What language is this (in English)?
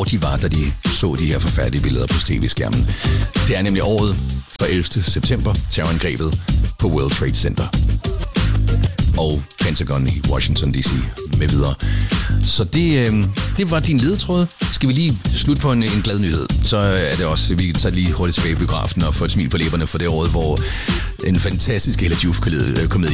Danish